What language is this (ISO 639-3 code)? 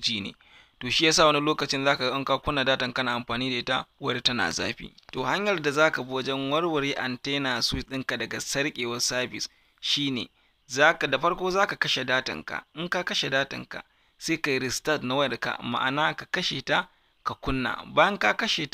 hau